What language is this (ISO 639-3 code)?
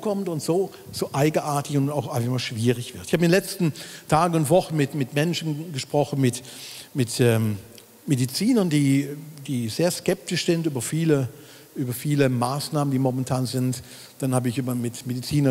gsw